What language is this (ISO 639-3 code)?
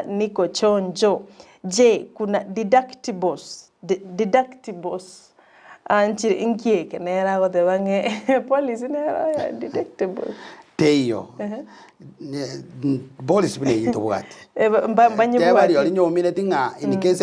guz